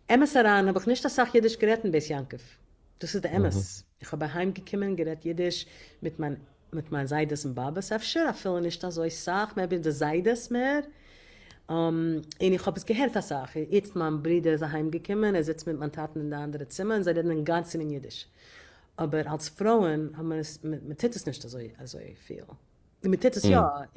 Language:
Yiddish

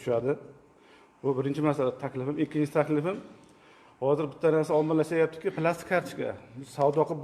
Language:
Uzbek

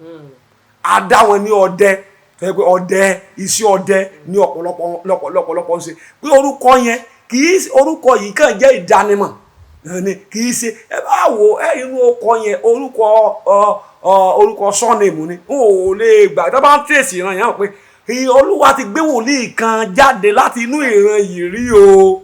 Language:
Yoruba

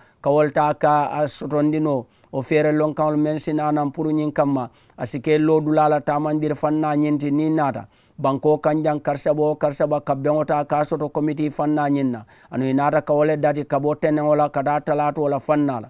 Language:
Mandingo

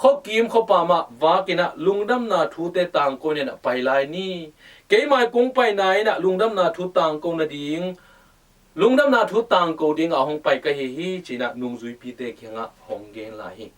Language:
Tedim Chin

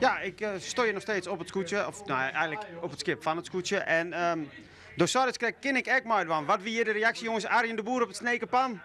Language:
Western Frisian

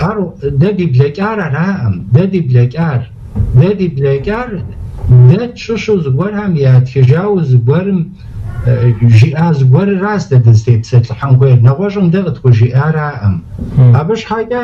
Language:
Kabardian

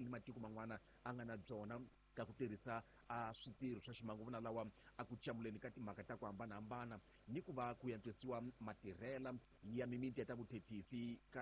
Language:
Tsonga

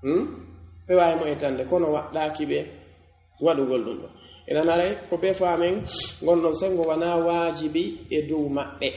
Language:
Pular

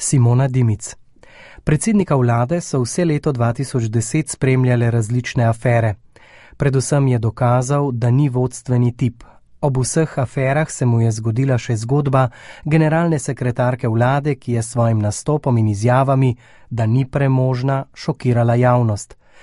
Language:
Slovenian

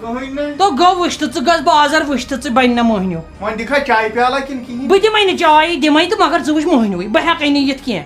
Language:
Kashmiri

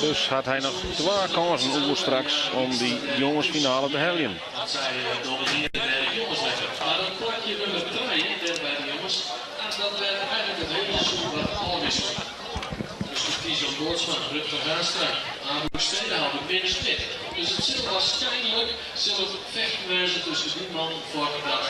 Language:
Western Frisian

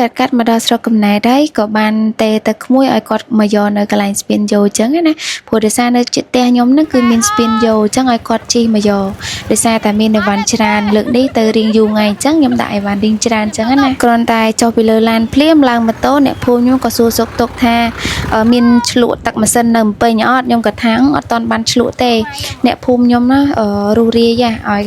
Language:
Khmer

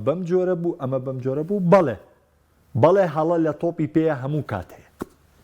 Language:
Central Kurdish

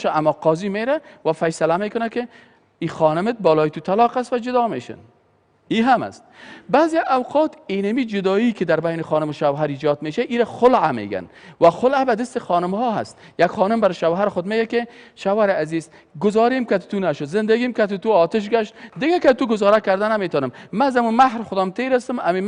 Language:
Persian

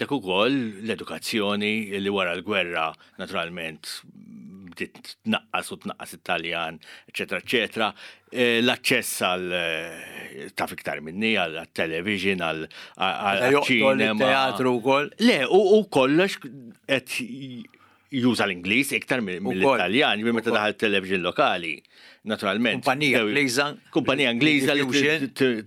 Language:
Maltese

